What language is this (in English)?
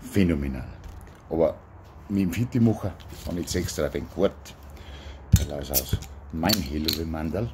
Bavarian